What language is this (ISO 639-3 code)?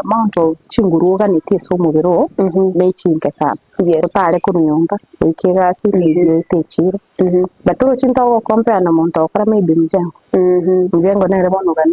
guz